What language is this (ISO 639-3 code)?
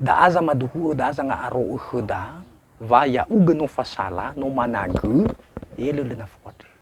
nia